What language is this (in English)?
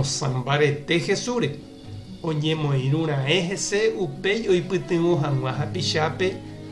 Guarani